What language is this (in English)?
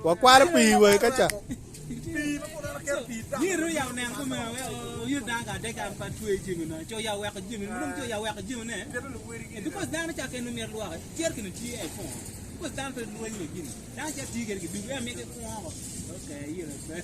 Acoli